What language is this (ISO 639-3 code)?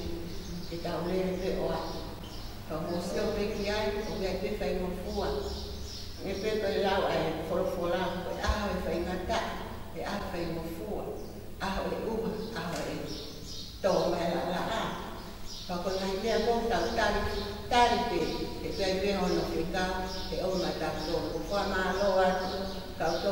ton